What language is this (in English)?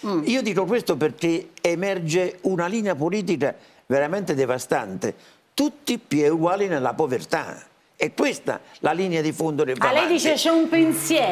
Italian